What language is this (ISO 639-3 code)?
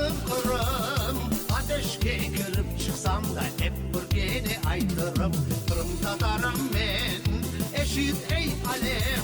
crh